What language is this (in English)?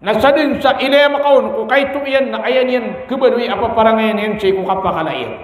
Maranao